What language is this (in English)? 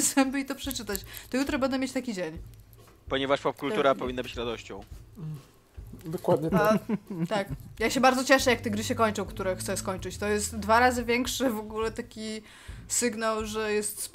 Polish